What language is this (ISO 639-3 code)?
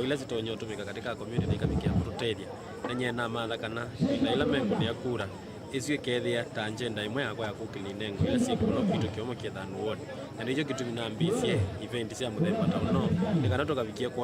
kam